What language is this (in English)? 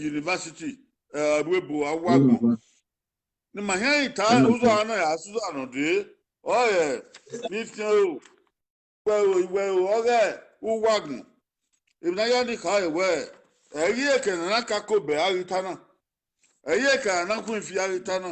Bini